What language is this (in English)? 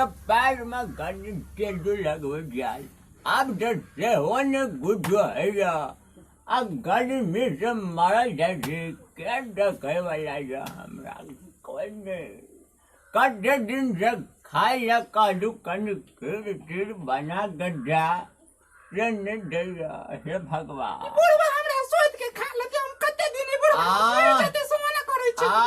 Maithili